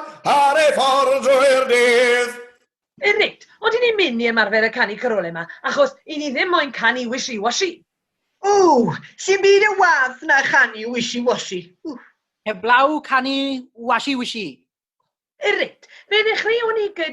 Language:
Welsh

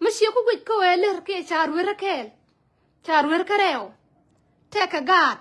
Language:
Nuer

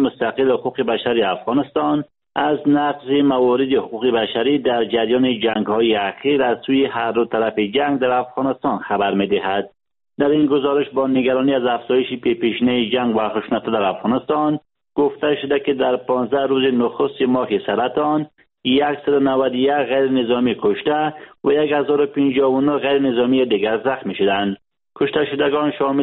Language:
Persian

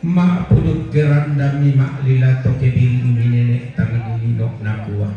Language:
Toraja-Sa'dan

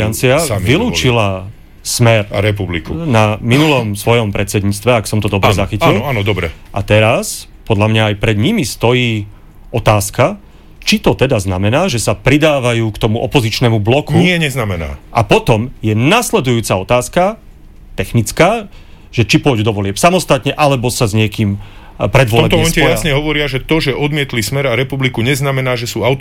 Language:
Slovak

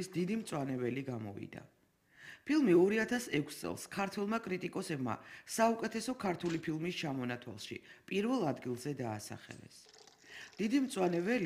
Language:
Georgian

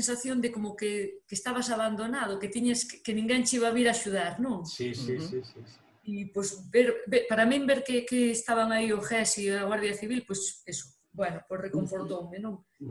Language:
Galician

